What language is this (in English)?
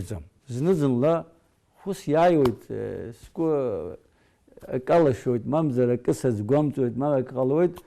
Abkhazian